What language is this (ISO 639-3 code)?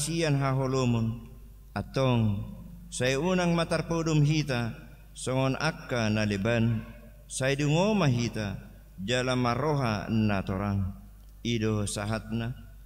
bbc